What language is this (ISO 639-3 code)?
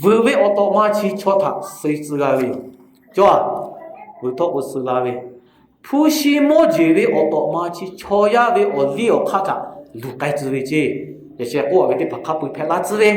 lhu